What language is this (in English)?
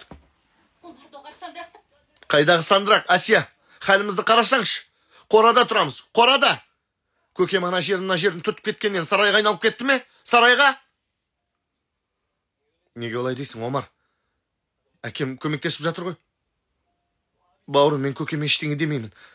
Kazakh